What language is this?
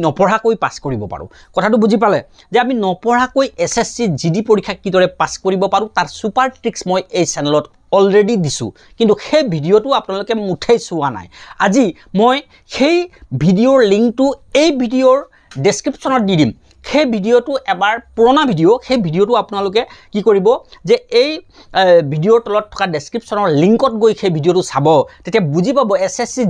Assamese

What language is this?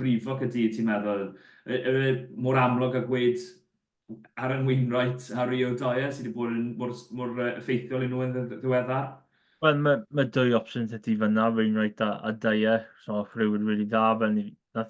Welsh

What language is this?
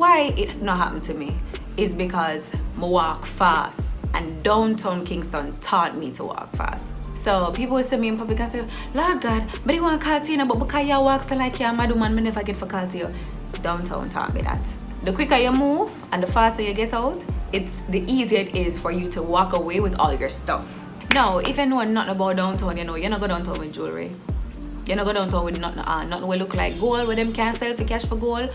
Jamaican Creole English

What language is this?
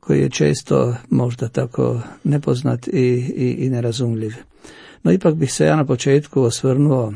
Croatian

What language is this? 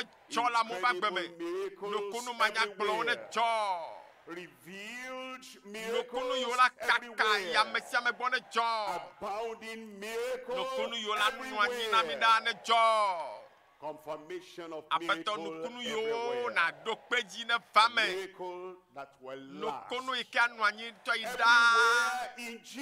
Ewe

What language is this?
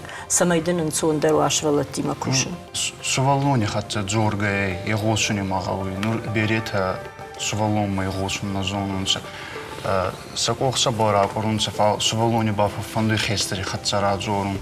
Ossetic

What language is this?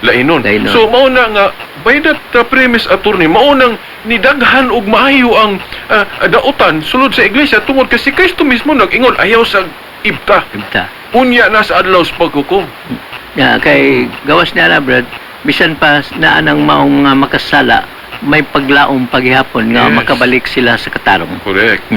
Cebuano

